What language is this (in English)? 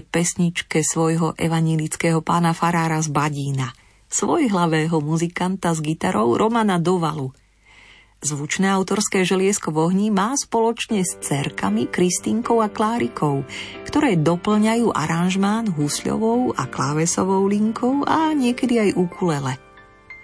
Slovak